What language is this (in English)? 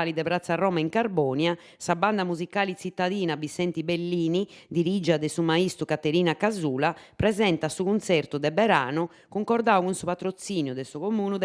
Sardinian